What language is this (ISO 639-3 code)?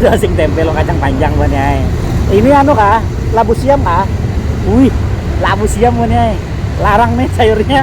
bjn